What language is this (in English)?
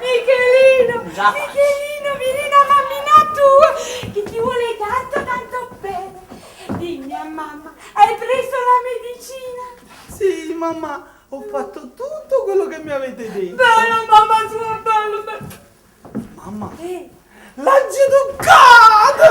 Neapolitan